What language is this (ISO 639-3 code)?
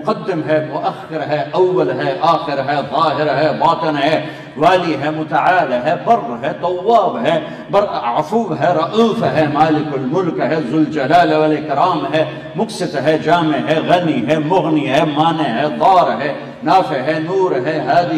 urd